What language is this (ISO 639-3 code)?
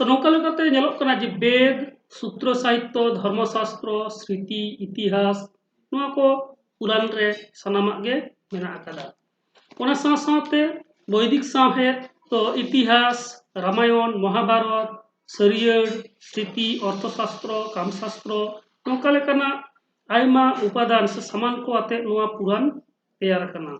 sat